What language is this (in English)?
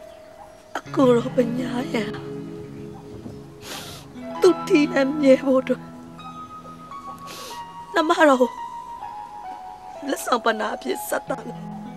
Burmese